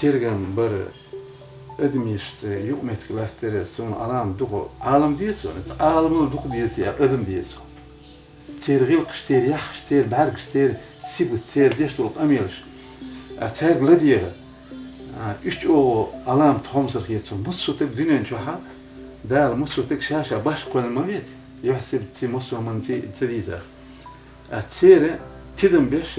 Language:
Chechen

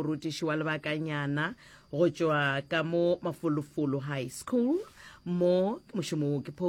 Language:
Northern Sotho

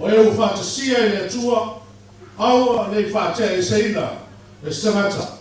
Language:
Samoan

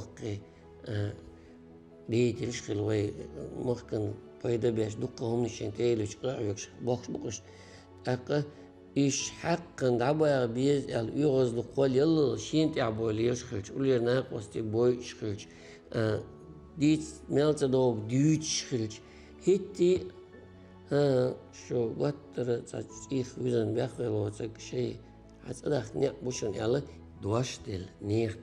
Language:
Chechen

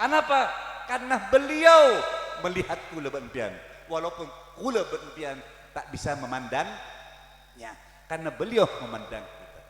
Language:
Madurese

